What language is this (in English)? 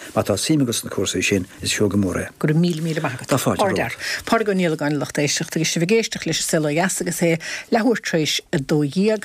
Irish